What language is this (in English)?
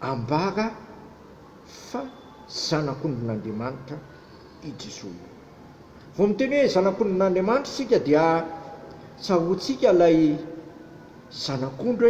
Malagasy